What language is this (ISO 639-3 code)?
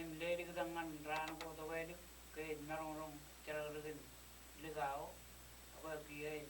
mah